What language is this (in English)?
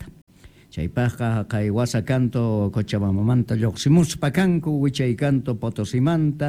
Quechua